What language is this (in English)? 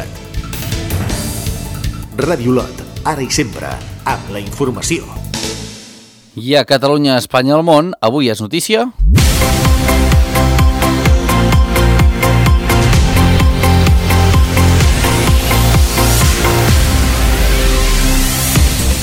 Catalan